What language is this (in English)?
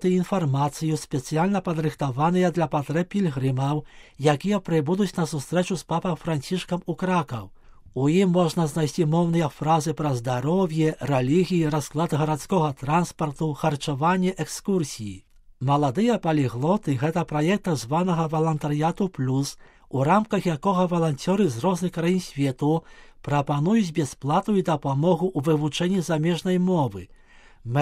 Belarusian